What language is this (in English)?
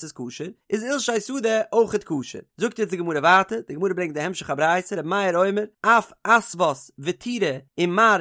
Yiddish